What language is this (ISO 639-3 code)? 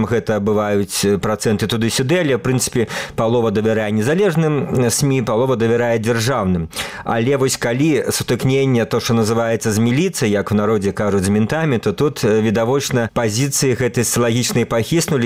bel